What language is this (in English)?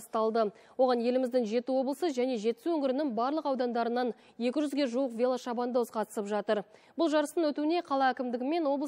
Kazakh